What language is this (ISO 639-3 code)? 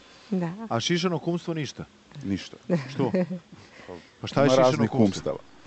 srp